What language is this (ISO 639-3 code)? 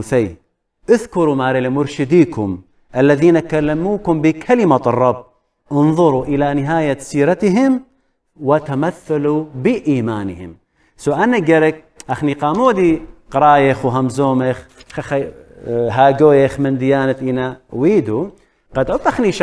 aii